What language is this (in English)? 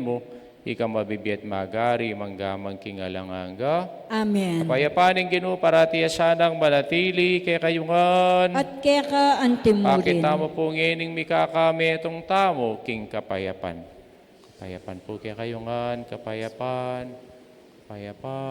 Pampanga